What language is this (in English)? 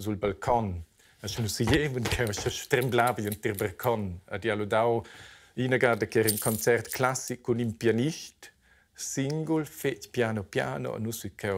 Romansh